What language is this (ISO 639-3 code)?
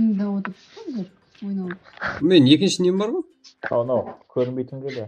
kaa